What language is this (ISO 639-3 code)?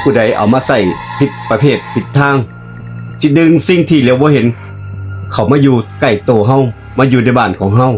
tts